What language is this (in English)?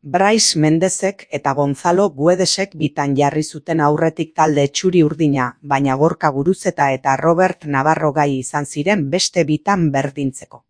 Basque